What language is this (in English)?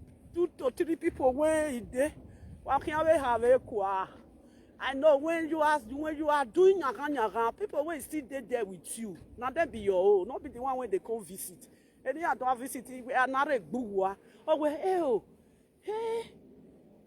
Nigerian Pidgin